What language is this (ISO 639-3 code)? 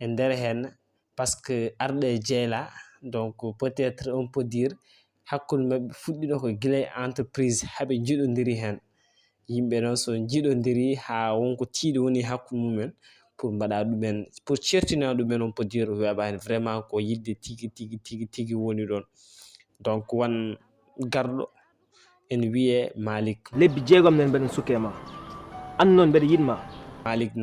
ful